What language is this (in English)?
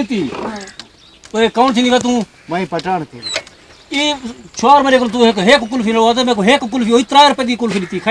Saraiki